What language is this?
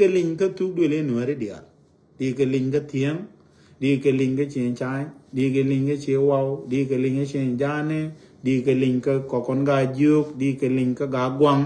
Nuer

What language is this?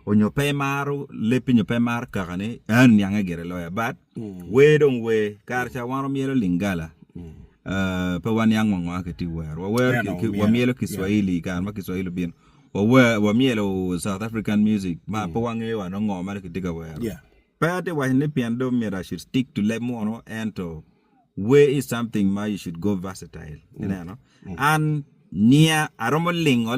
Acoli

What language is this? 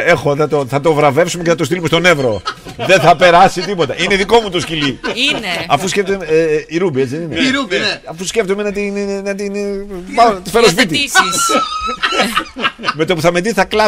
Greek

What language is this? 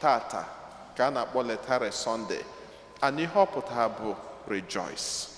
Igbo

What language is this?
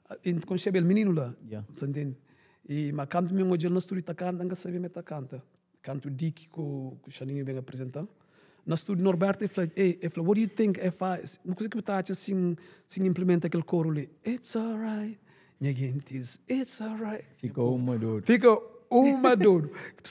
Kabuverdianu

